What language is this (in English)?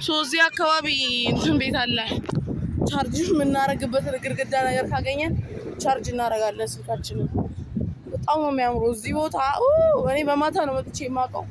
Amharic